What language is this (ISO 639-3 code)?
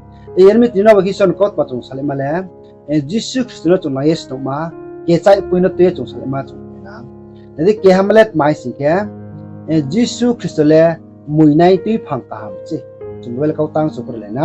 ria